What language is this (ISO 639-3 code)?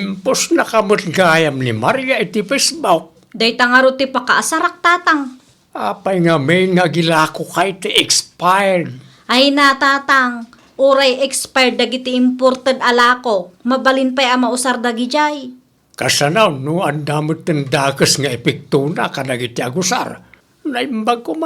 ilo